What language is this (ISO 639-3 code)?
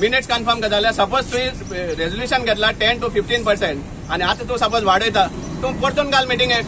kok